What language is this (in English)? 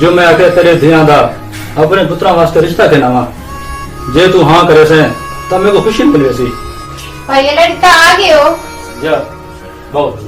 Saraiki